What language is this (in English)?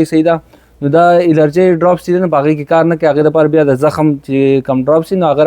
Pashto